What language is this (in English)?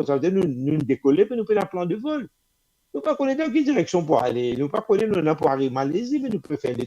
Morisyen